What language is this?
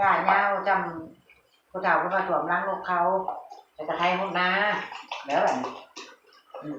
Northeastern Thai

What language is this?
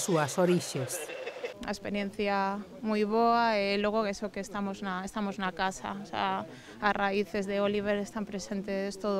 Galician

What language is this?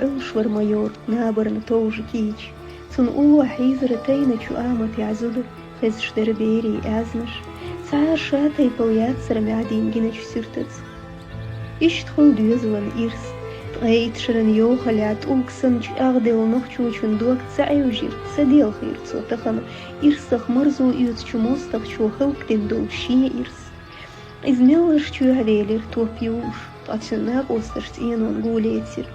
Chechen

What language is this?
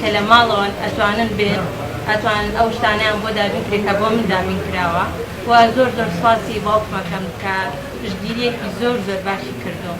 Central Kurdish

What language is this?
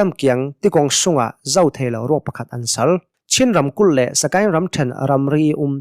Hakha Chin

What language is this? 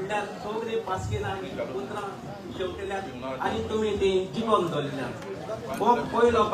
Konkani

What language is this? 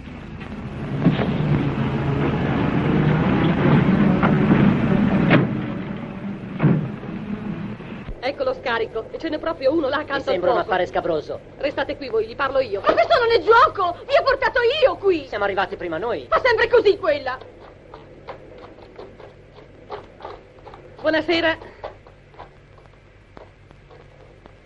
Italian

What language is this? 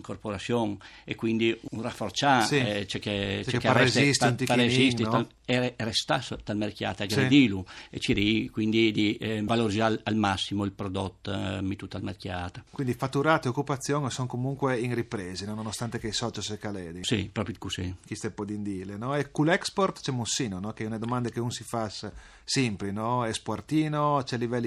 Friulian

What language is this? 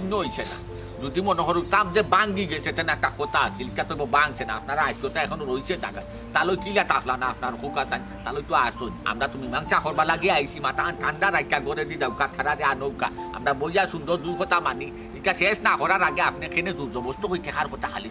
Sylheti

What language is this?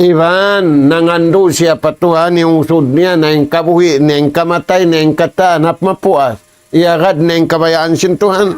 Tausug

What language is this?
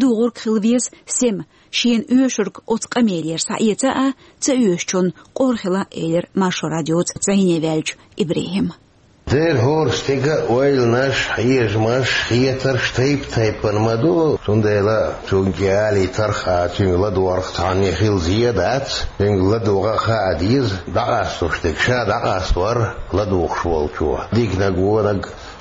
Chechen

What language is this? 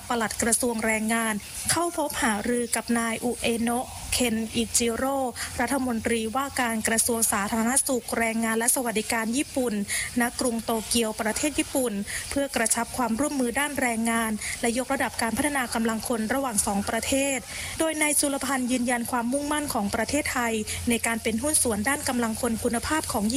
Thai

